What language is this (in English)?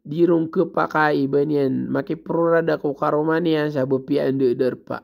Maranao